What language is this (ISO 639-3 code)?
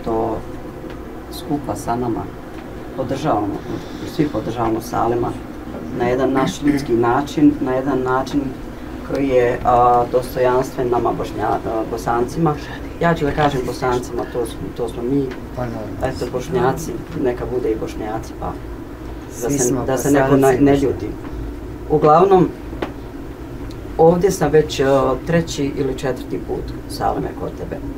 bos